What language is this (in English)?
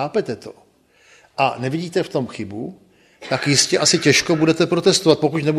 Czech